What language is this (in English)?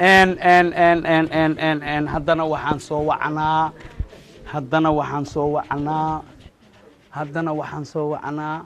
Somali